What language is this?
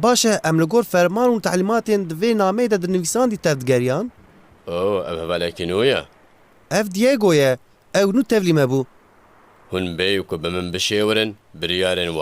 Kurdish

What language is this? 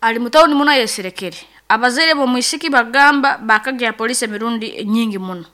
Nyankole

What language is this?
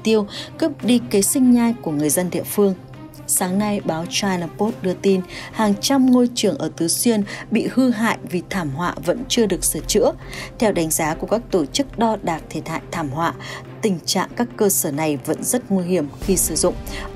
Vietnamese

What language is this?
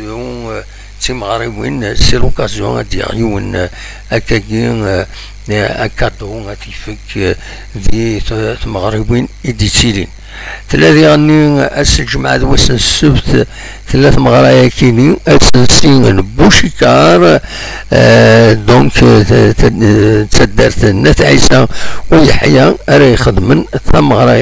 Kabyle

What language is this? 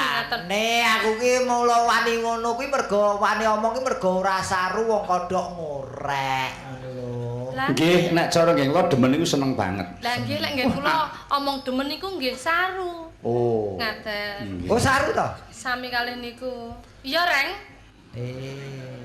Javanese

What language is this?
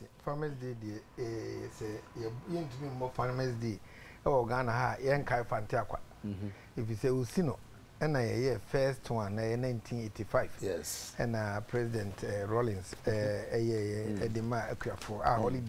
Akan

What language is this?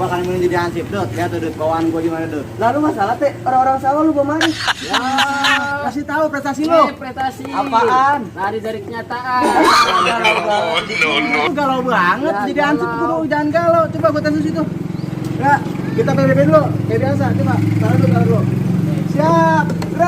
Betawi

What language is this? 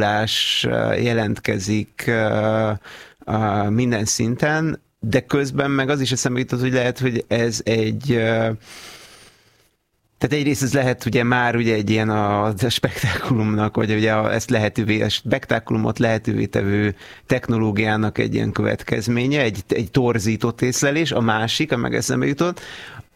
Hungarian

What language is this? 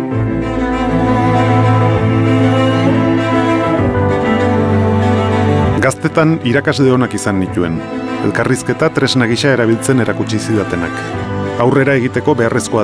Basque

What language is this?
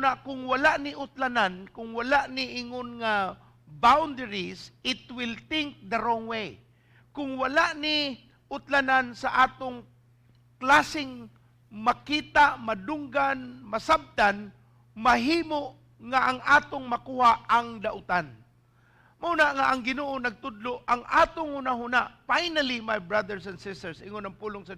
Cebuano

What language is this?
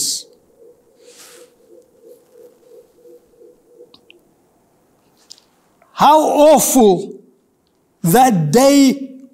Afrikaans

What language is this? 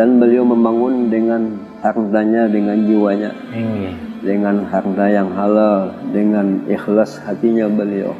Banjar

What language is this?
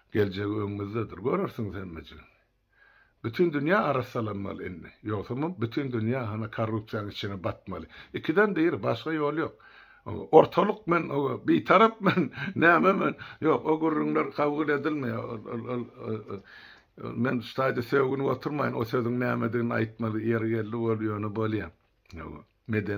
Turkmen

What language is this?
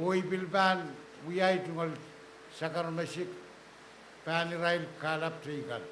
Pohnpeian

